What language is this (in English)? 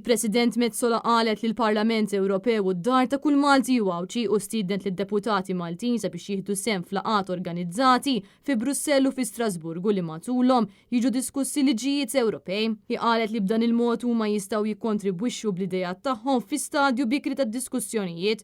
Maltese